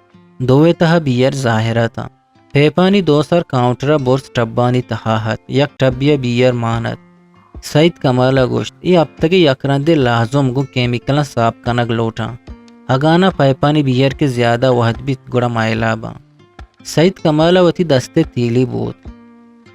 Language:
Eastern Balochi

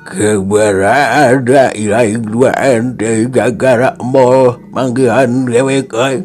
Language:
Sundanese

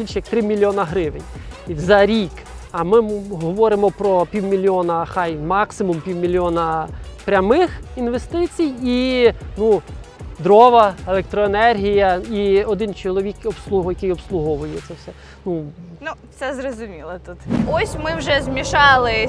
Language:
Ukrainian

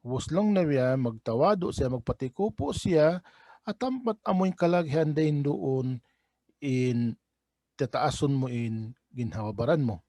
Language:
Tausug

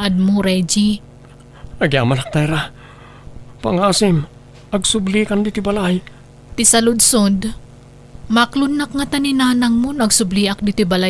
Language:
Iloko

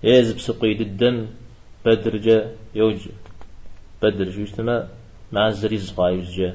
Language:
Kabardian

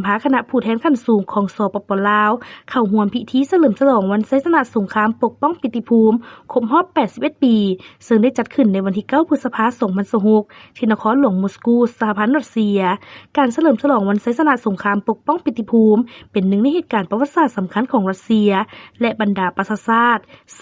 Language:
Lao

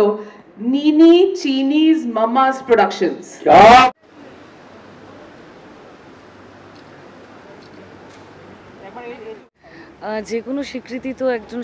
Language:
Bangla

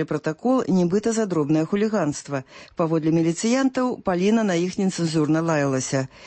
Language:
Belarusian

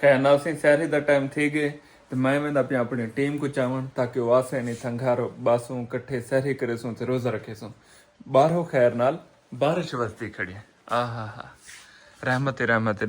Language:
Saraiki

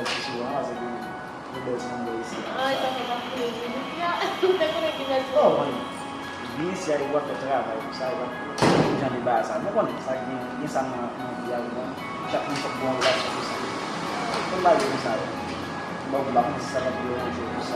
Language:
Haitian Creole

